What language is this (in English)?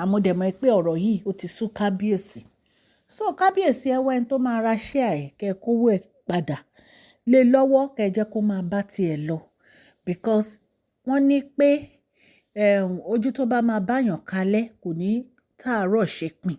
Yoruba